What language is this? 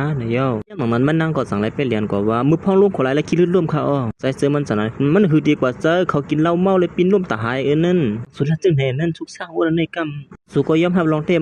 Shan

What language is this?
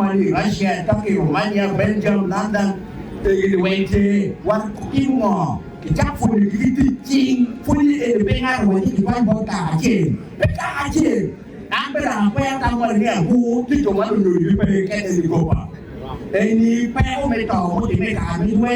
Acoli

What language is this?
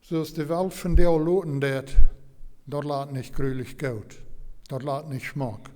Plautdietsch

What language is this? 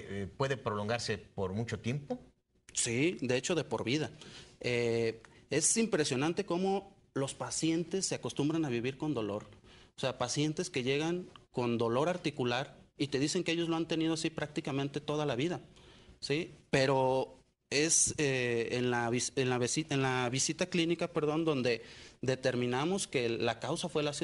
Spanish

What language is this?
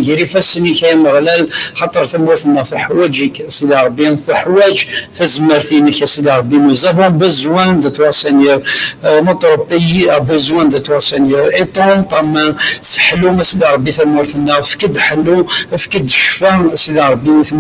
Kabyle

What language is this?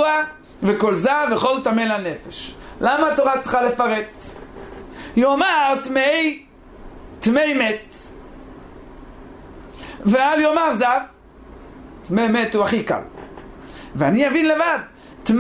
Hebrew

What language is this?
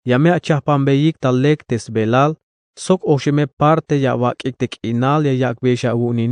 Tzeltal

